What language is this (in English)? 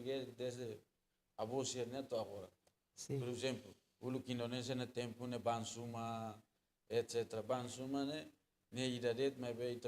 Tetum